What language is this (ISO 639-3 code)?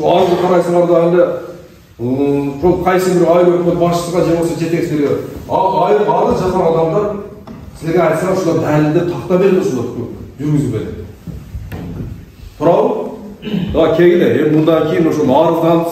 kir